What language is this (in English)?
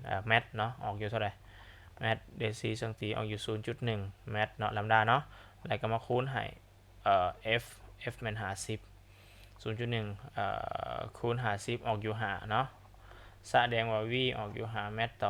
Lao